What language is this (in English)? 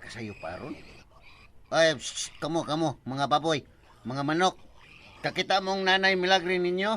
Cebuano